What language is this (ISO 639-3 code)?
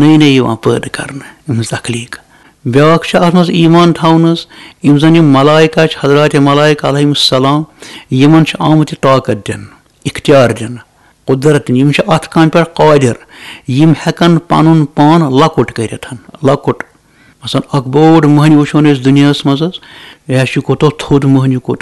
kas